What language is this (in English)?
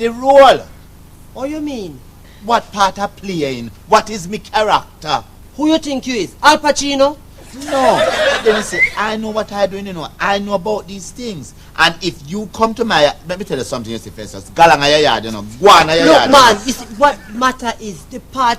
Jamaican Creole English